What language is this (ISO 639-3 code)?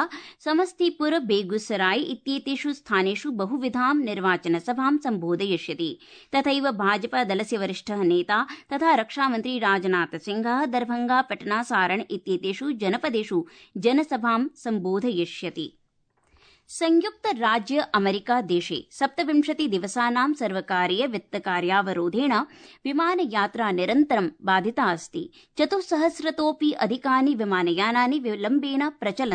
san